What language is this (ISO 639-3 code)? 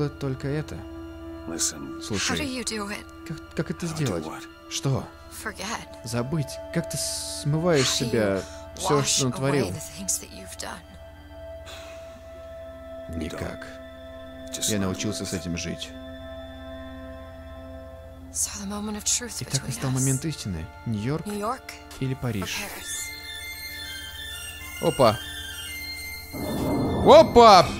rus